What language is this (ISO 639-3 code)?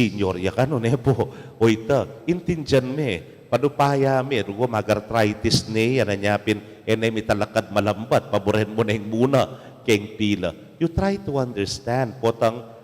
pam